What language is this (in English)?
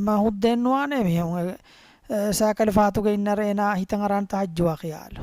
Divehi